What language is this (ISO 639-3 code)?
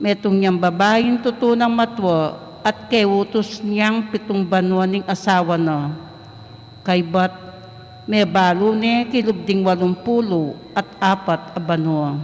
pam